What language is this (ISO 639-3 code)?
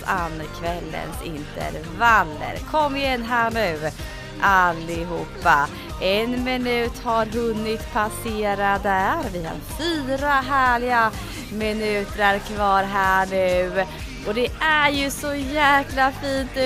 swe